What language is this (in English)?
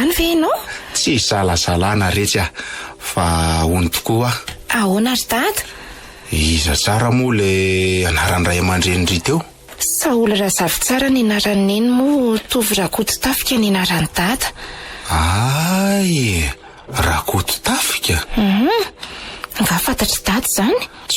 Malagasy